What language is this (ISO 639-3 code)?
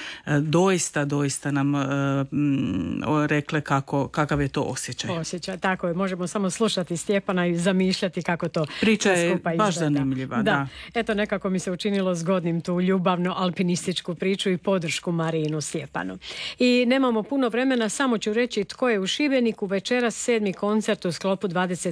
hrv